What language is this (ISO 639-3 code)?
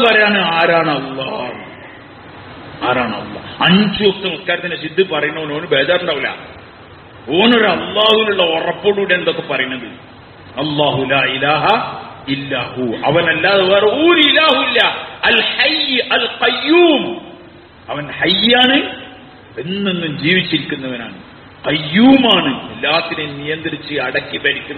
mal